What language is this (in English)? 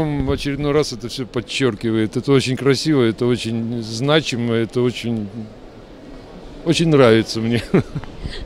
Russian